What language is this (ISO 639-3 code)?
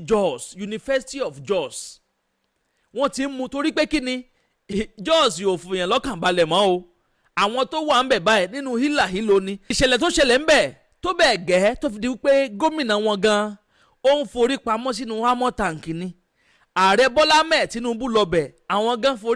yor